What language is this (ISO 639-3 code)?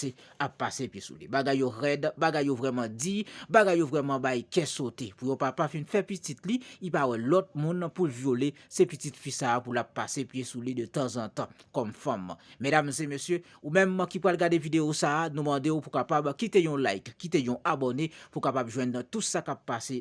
hat